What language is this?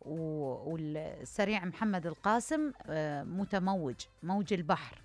Mesopotamian Arabic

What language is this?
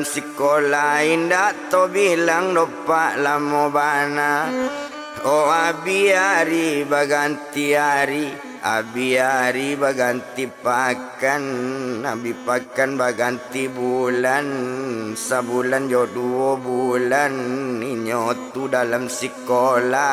Minangkabau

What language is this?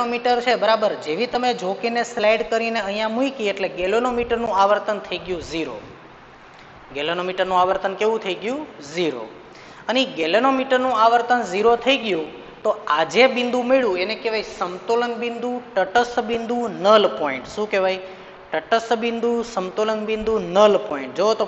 Gujarati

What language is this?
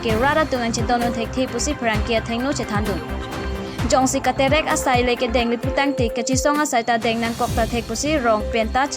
Karbi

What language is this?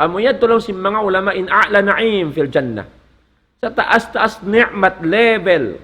Tausug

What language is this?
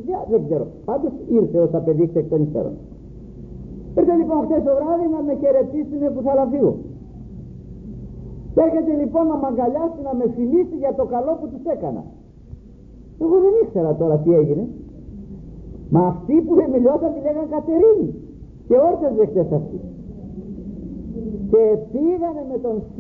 Greek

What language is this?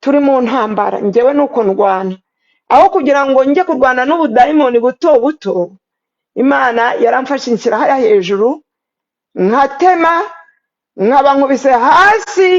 Kinyarwanda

